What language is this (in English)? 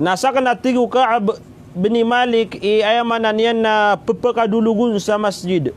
Maranao